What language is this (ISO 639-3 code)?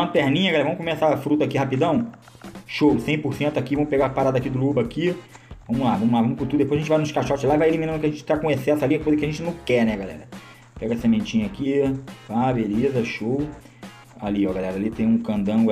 por